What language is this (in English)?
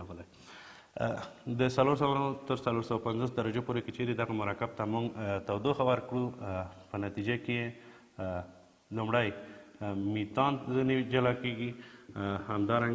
Pashto